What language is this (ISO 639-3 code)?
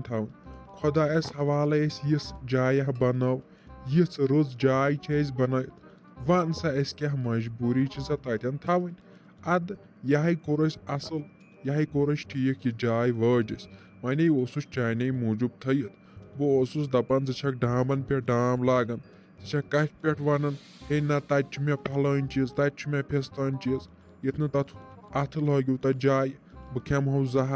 kas